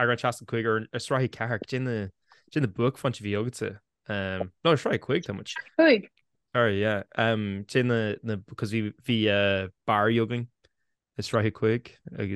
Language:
Irish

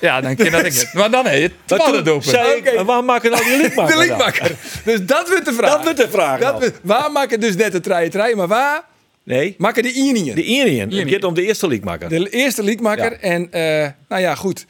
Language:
Western Frisian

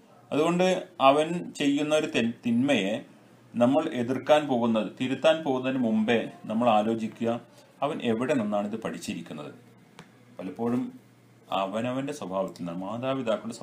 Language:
Malayalam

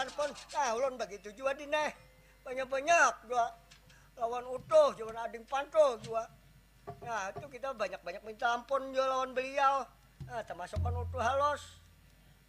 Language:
Banjar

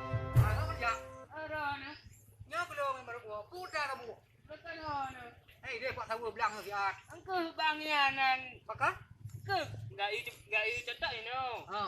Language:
Achinese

